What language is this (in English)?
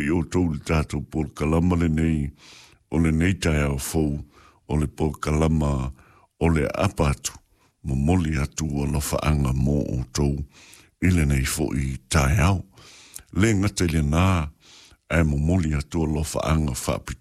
Samoan